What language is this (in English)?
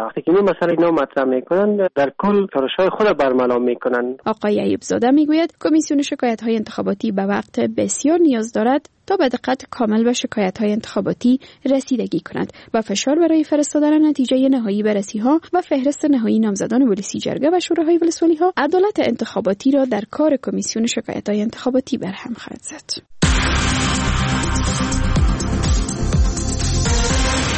Persian